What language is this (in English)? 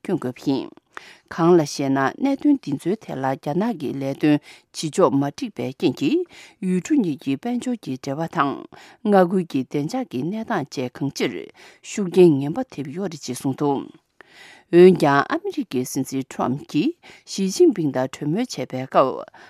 Tibetan